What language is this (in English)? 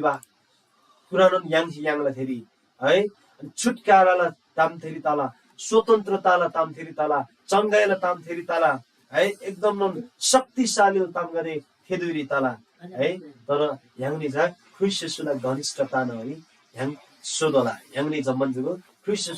Eastern Tamang